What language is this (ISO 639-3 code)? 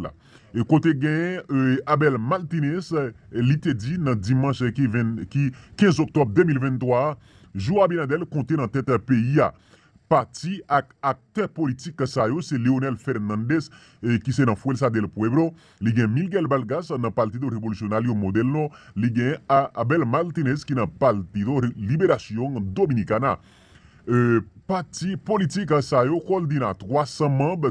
hat